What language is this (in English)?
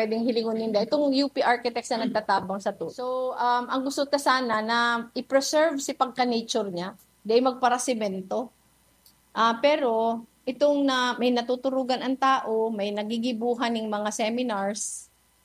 Bikol